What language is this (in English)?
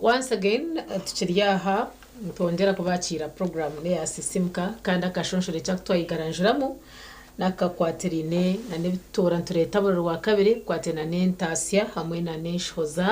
Nyankole